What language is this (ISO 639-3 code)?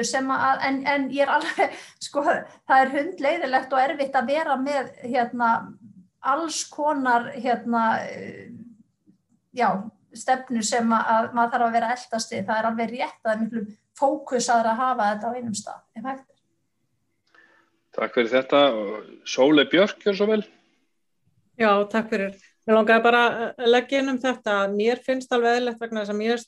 isl